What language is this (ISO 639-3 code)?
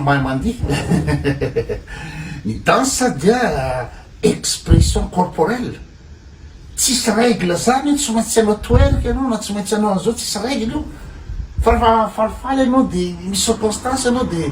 mlg